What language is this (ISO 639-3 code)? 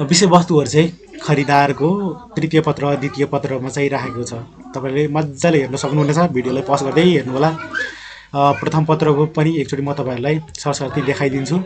nep